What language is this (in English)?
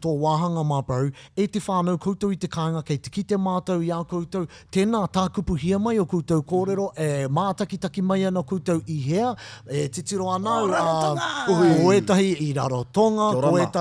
Māori